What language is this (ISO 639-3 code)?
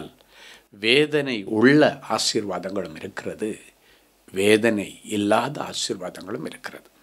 tam